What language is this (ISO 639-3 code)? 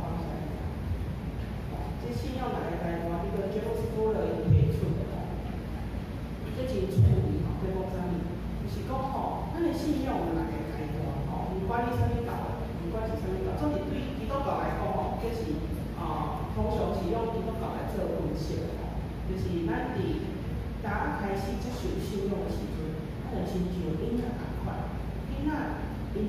nan